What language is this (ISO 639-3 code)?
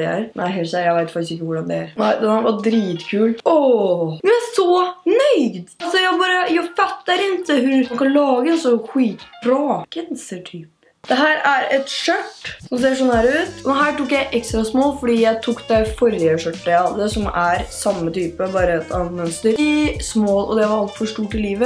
nor